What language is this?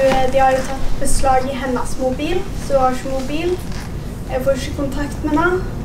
Norwegian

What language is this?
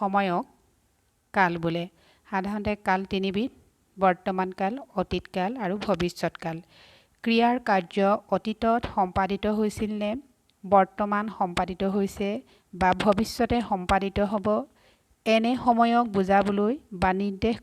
Assamese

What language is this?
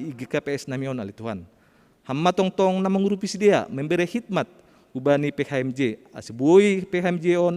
Batak Simalungun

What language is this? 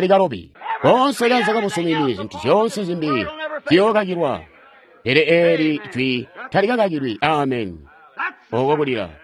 Tonga (Zambia)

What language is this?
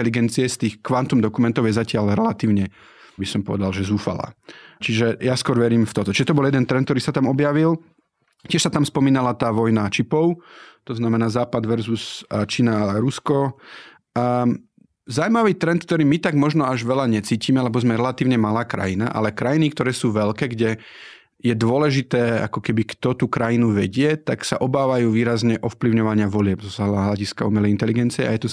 Slovak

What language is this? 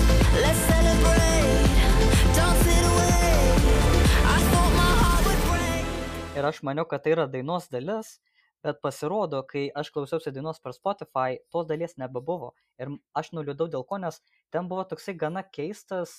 Lithuanian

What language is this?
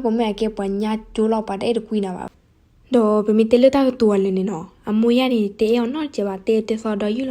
S'gaw Karen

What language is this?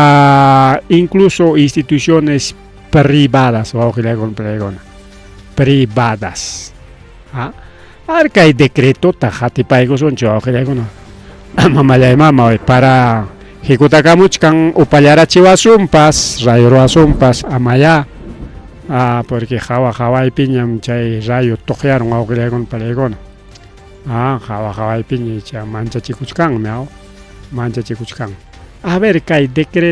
Ayacucho Quechua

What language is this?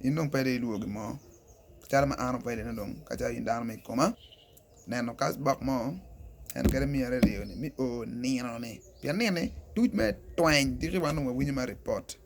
Acoli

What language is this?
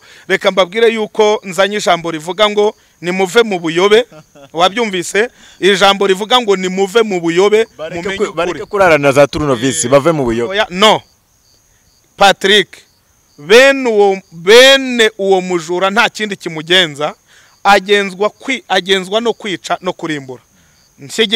Kinyarwanda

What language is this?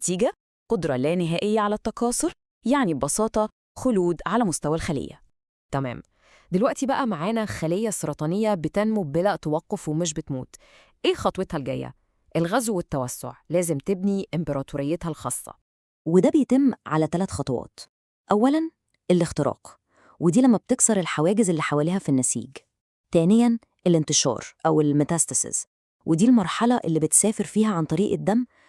Egyptian Arabic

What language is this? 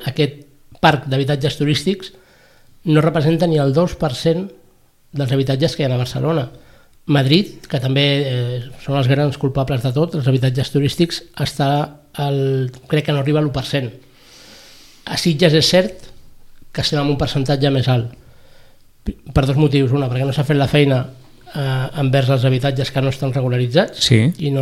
Catalan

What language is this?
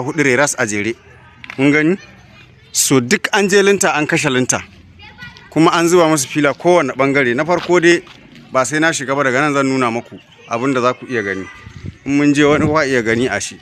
Hausa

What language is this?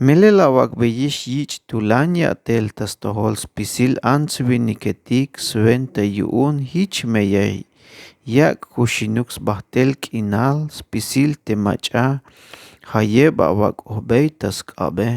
Tzeltal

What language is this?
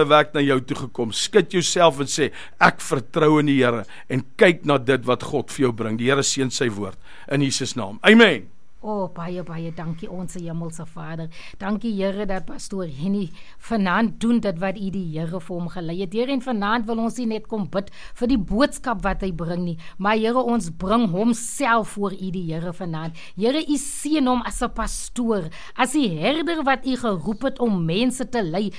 Afrikaans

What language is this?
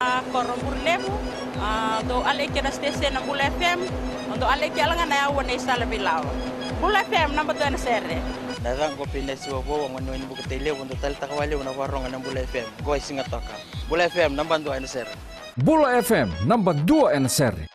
Fijian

